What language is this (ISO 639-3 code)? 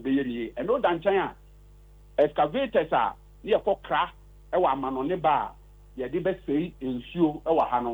aka